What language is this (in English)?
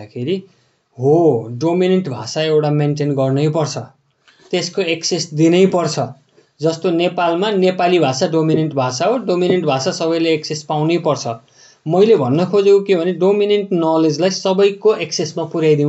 Nepali